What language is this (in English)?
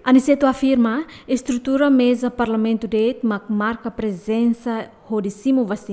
Tetum